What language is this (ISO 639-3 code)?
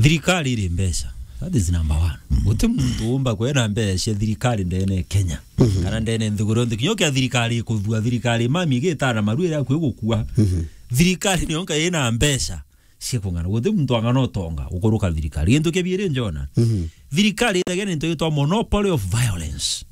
mer